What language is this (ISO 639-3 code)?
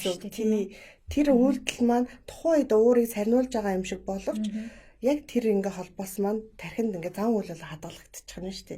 mon